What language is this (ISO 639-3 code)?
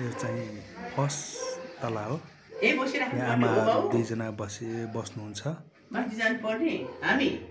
nep